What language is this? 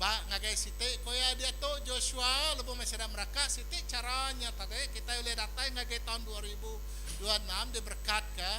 Iban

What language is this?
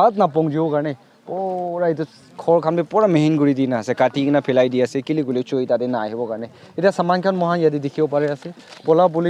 Naga Pidgin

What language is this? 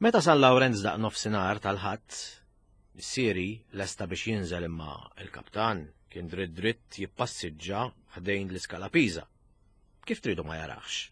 Maltese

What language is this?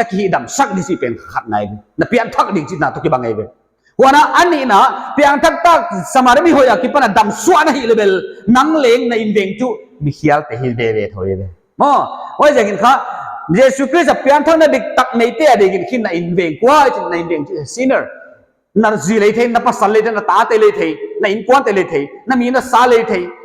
Paite Chin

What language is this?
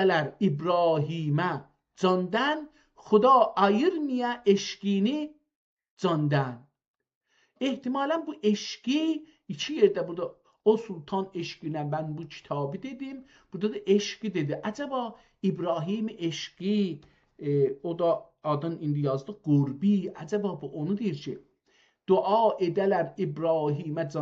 South Azerbaijani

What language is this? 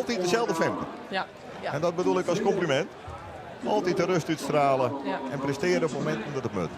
Western Frisian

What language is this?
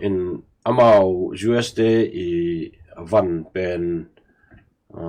Tedim Chin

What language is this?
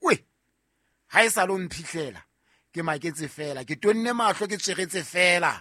Southern Sotho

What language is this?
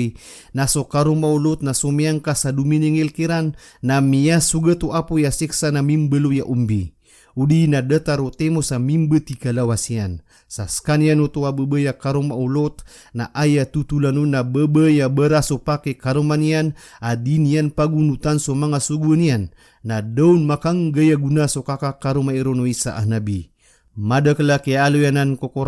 Maranao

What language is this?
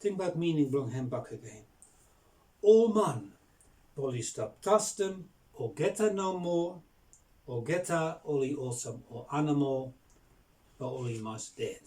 Bislama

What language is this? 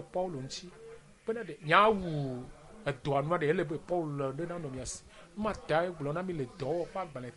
Ewe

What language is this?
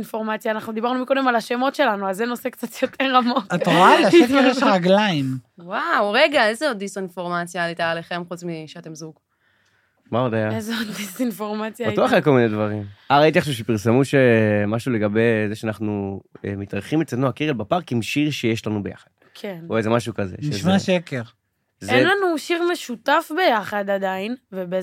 Hebrew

